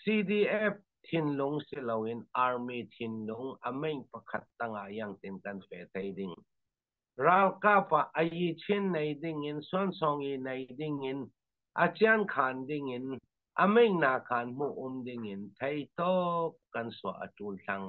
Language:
Falam Chin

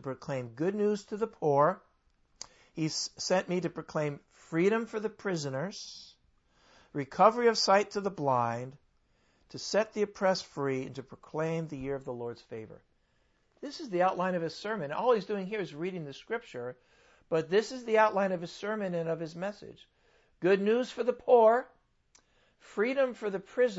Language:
English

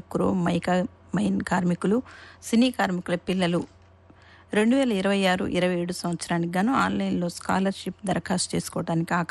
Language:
Telugu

